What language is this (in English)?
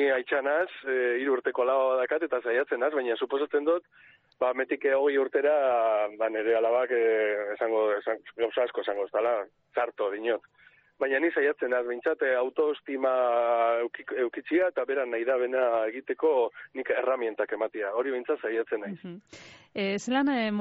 Basque